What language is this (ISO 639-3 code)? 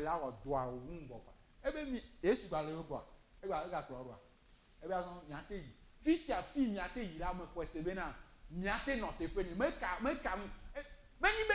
ewe